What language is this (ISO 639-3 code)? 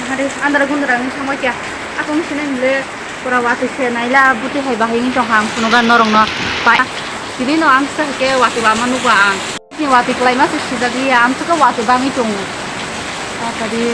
trp